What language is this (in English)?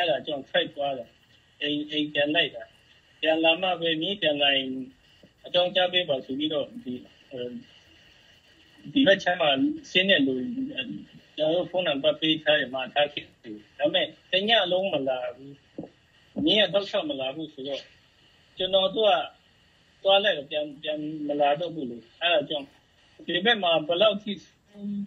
Burmese